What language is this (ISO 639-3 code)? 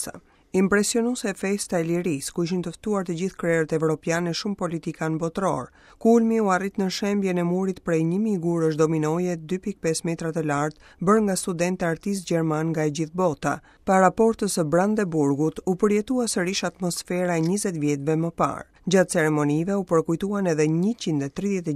sqi